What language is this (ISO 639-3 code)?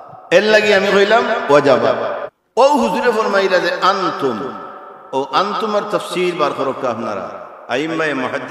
syl